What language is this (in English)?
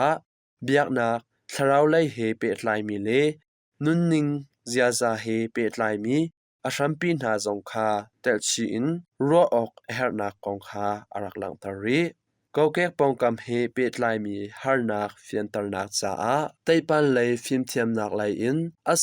Hakha Chin